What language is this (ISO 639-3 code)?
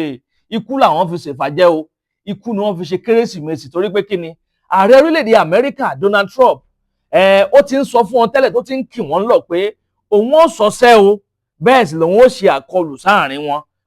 yor